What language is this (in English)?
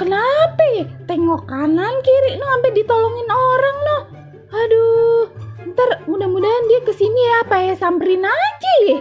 Betawi